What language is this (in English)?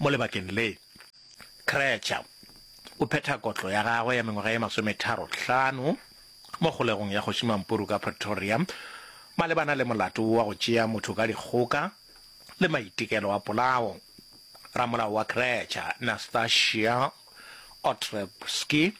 Northern Sotho